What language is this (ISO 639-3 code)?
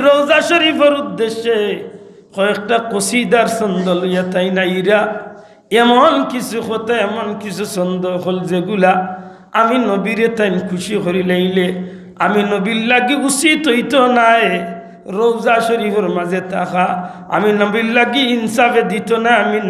syl